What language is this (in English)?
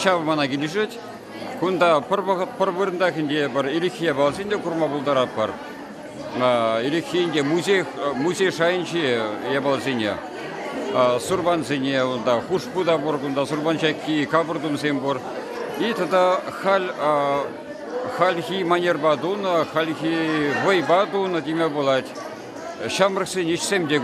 Chuvash